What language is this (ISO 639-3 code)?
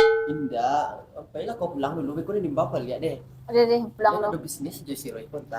min